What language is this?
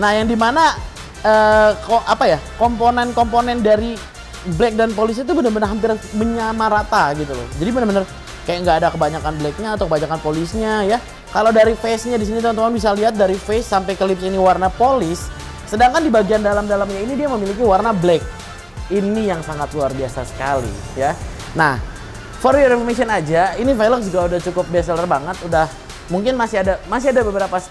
Indonesian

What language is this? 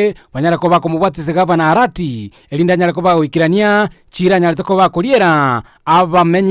Gusii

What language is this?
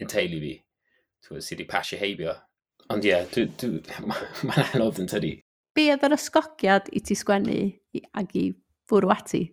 Welsh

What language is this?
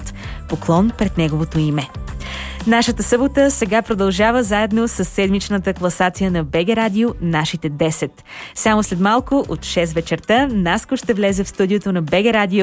Bulgarian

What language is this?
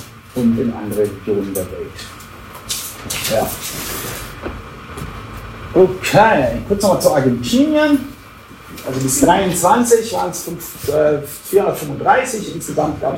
German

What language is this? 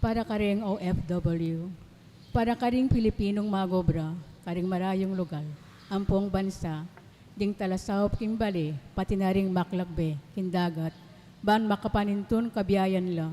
Pampanga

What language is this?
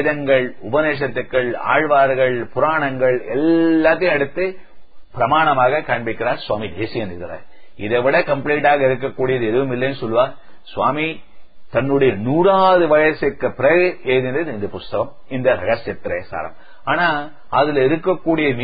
Tamil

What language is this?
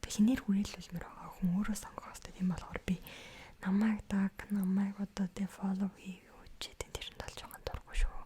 Mongolian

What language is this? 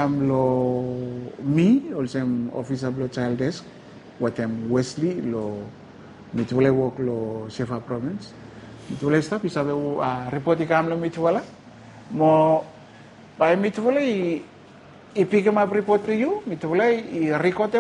Bislama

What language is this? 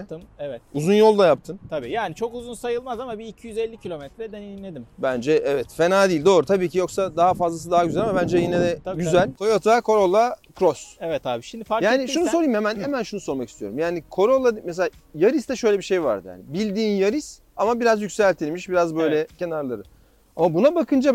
Turkish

